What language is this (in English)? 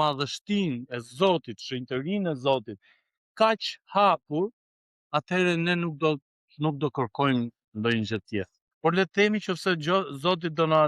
Albanian